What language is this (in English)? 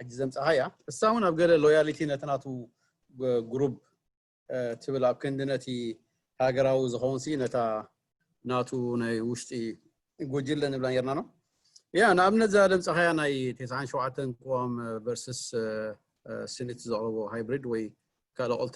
Tigrinya